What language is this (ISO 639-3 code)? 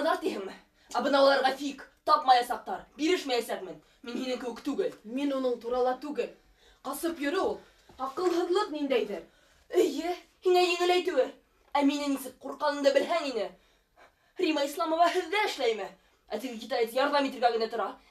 bak